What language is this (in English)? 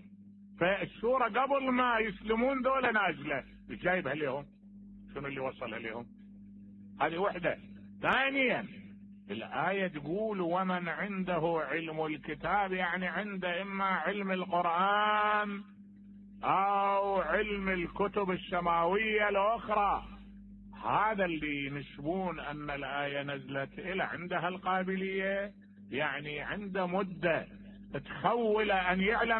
Mesopotamian Arabic